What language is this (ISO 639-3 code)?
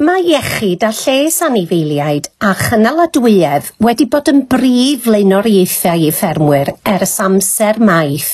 cym